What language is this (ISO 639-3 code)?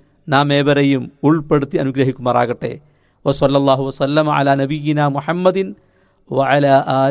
mal